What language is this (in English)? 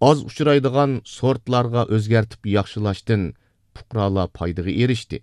Uyghur